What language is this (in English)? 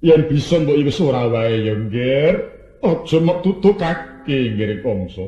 Javanese